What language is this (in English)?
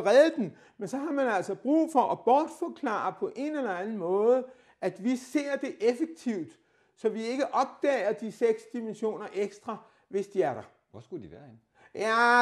Danish